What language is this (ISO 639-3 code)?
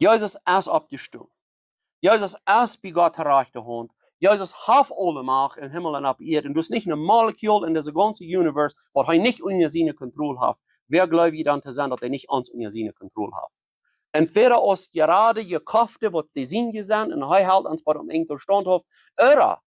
pdt